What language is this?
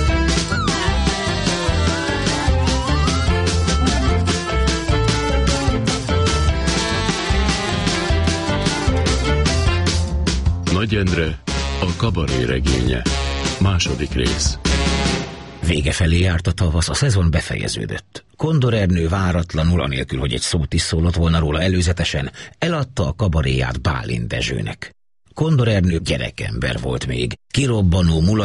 Hungarian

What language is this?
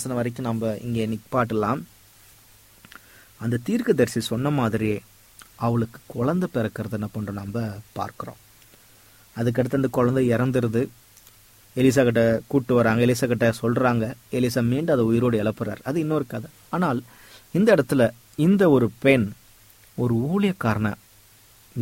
Tamil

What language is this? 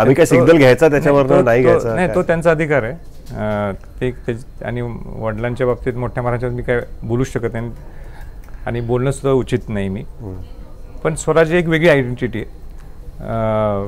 Marathi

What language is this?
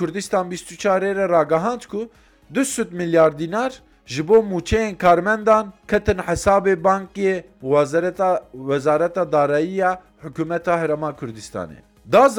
Kurdish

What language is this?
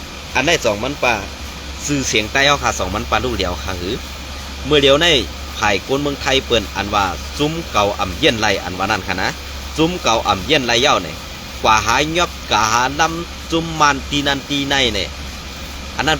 Shan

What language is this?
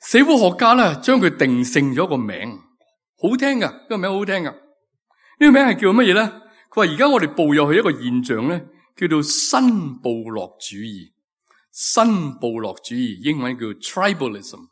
Cantonese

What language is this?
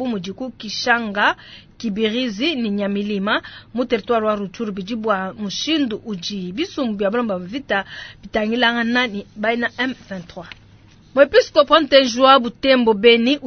Luba-Lulua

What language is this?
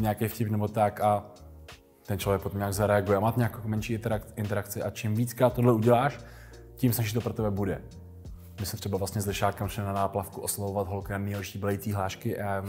Czech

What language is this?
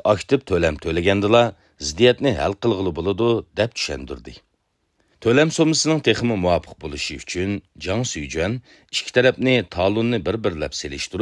Uyghur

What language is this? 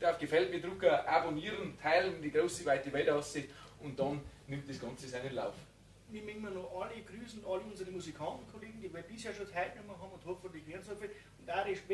Bavarian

